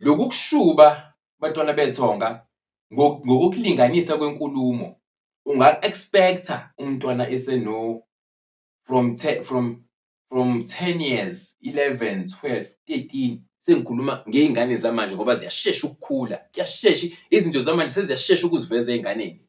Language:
Zulu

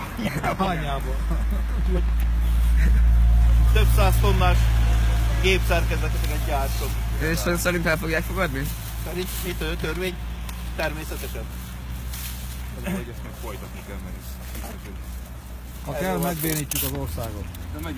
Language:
Hungarian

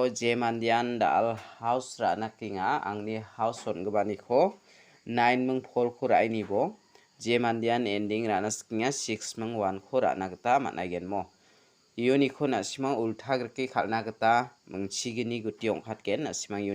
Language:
Garo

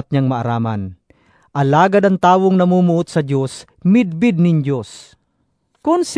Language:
Bikol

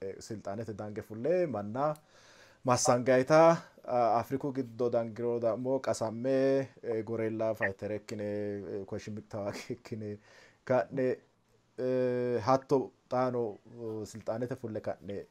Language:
Sidamo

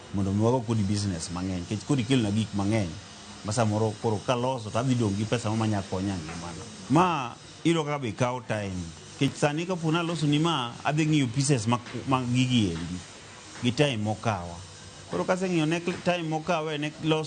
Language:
Luo (Kenya and Tanzania)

